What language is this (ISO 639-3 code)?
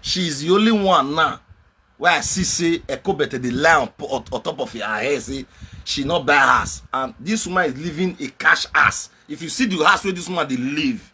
pcm